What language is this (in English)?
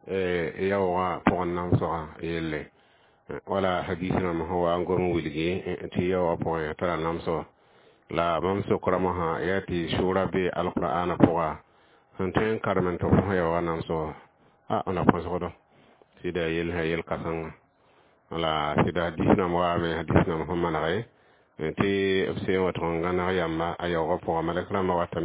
Mossi